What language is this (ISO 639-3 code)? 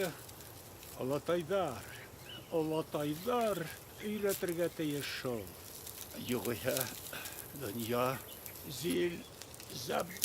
bak